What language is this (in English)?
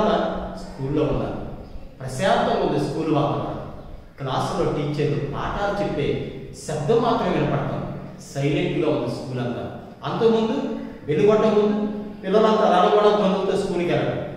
Telugu